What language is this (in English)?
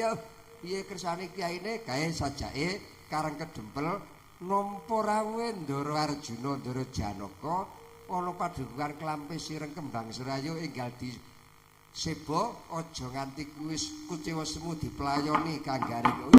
Javanese